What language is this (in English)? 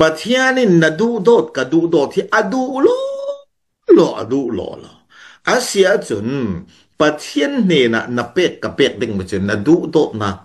Falam Chin